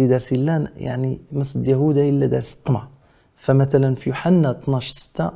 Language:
Kabyle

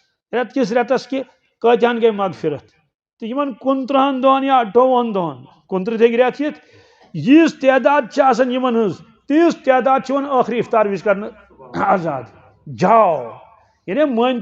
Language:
Kashmiri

